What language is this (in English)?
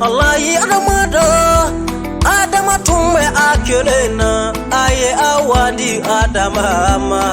Bambara